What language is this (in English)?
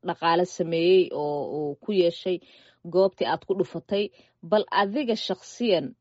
Somali